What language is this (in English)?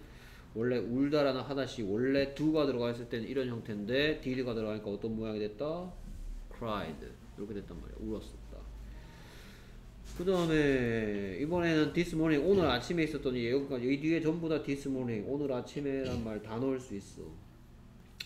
Korean